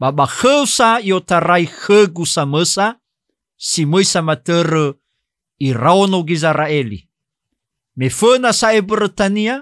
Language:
Nias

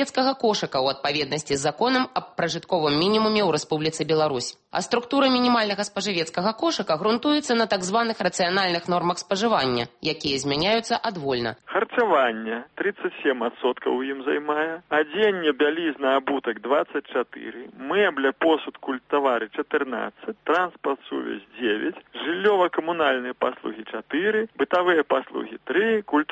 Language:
Belarusian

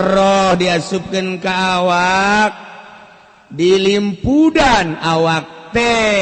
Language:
Sundanese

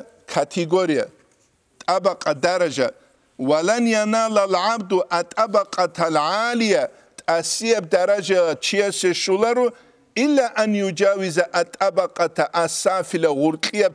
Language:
Avaric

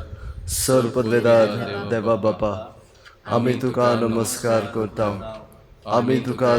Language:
Konkani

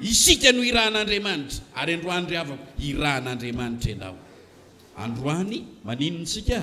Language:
Malagasy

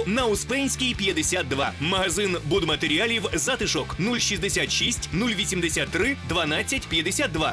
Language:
Ukrainian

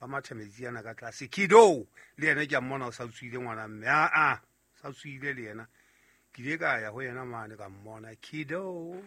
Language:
Southern Sotho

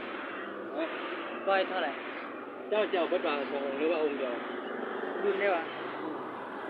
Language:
Lao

